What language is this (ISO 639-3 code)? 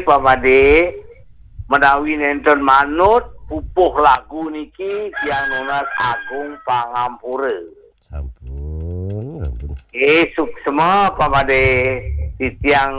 ban